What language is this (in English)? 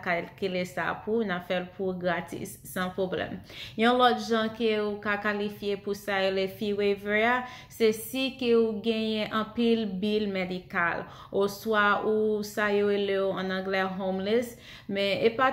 Haitian Creole